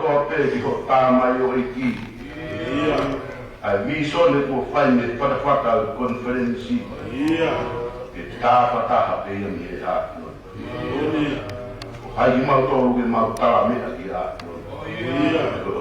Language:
Tongan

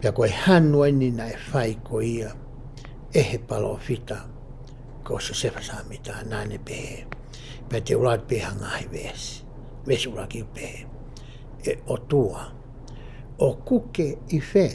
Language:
Tongan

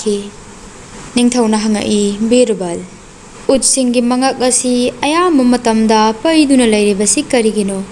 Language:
Manipuri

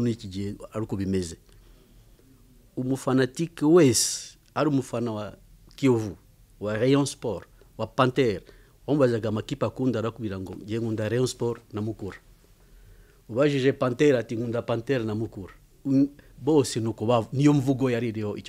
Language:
Kinyarwanda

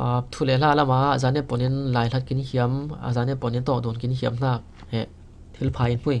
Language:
Falam Chin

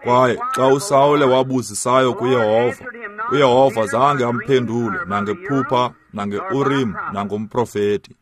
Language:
Xhosa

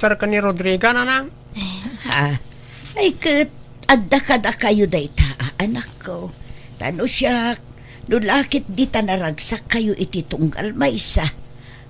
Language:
Iloko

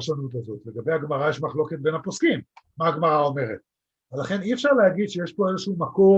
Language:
Hebrew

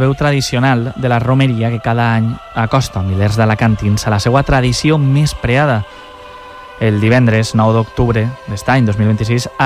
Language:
Catalan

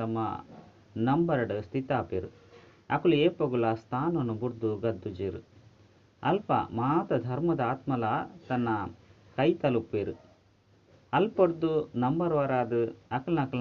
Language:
Tulu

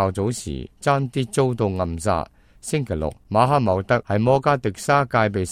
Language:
Cantonese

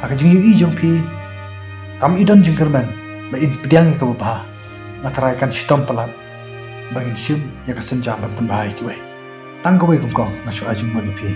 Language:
Khasi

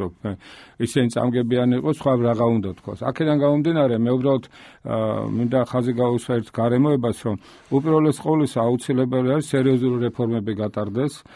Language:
Georgian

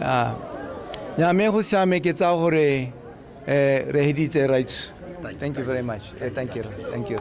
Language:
Tswana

